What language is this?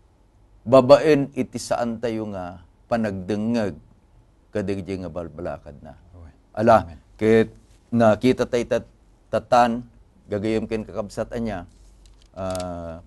Iloko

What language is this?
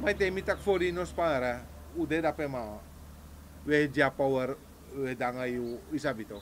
Sranan Tongo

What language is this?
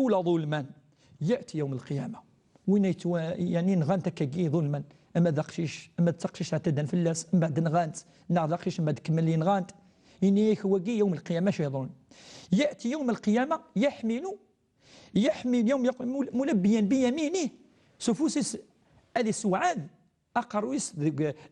Kabyle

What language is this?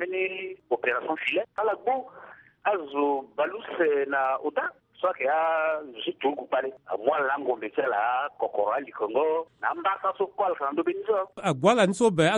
Sango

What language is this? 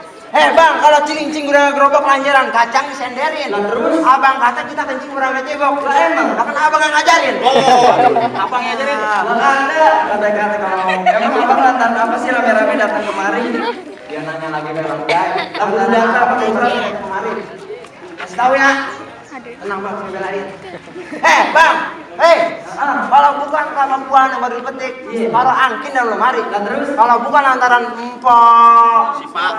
Betawi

